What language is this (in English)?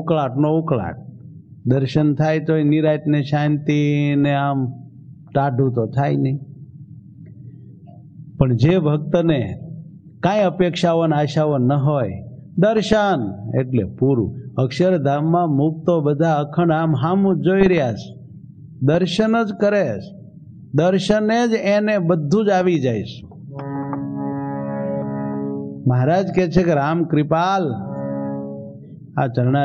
Gujarati